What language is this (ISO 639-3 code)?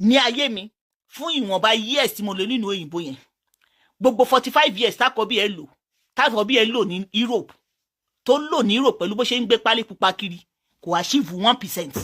yor